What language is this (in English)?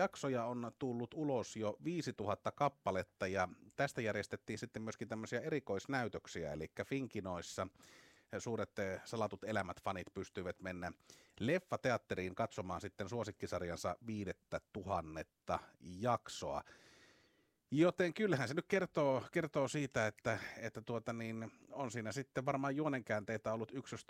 Finnish